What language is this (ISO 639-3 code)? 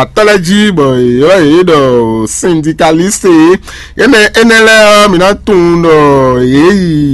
fon